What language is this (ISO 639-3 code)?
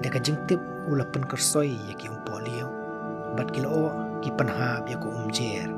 kha